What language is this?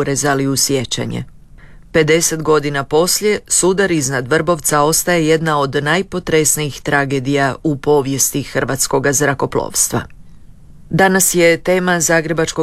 Croatian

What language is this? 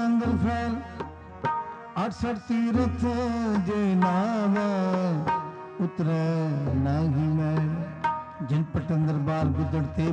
Punjabi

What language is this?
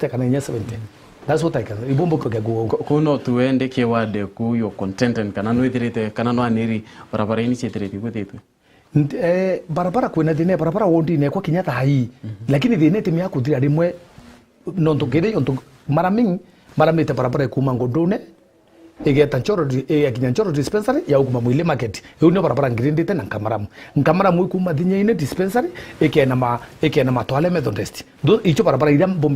Meru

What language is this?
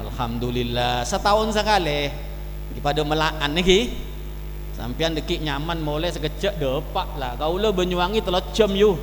Madurese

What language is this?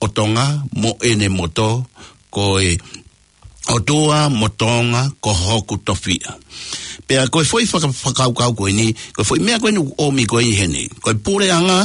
Tongan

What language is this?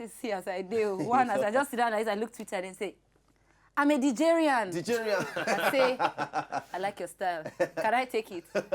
Nigerian Pidgin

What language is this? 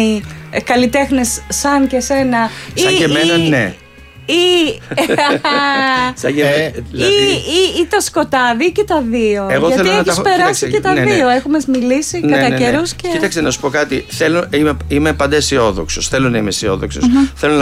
Greek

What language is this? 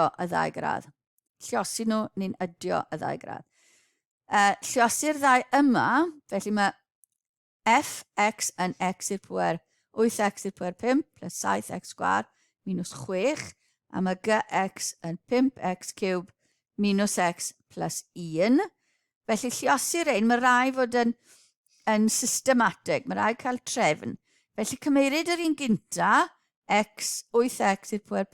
Welsh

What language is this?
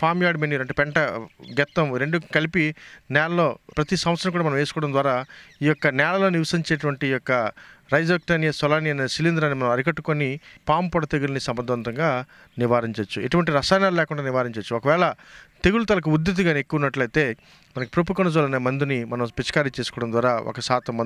Telugu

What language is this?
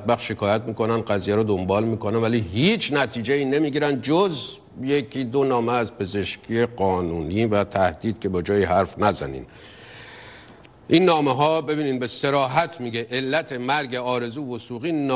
Persian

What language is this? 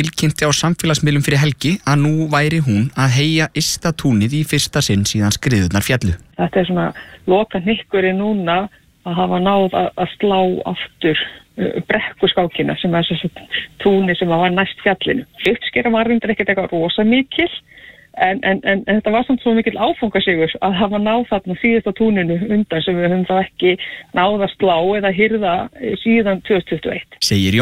Icelandic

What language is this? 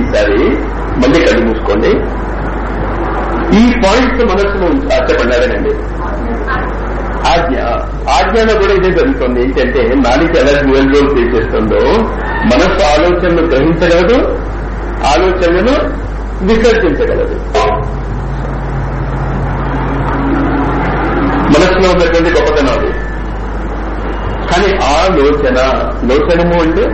Telugu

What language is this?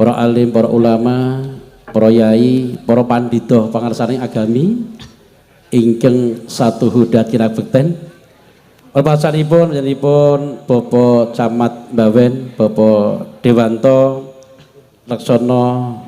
Javanese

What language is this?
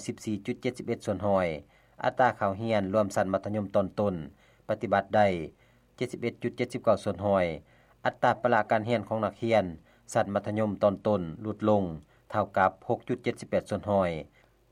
Lao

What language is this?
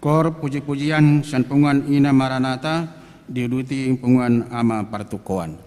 Batak Toba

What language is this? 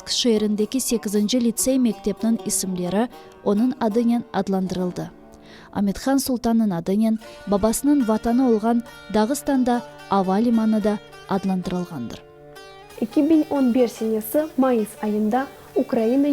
Crimean Tatar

